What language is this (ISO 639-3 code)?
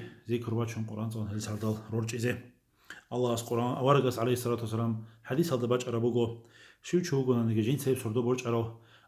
ava